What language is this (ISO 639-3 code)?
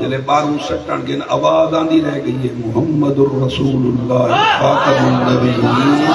skr